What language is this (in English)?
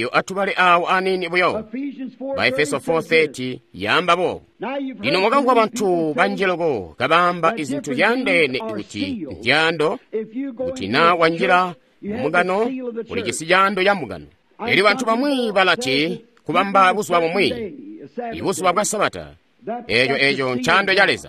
Tonga (Zambia)